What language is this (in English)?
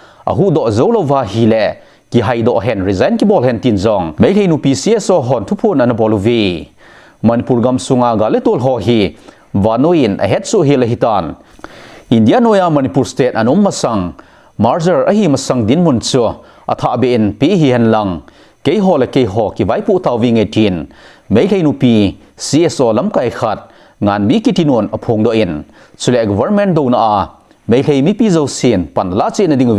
Thado Chin